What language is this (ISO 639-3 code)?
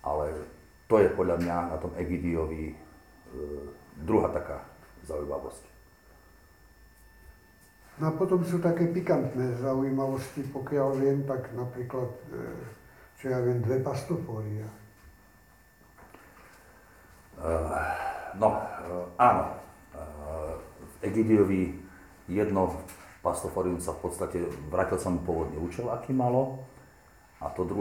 slk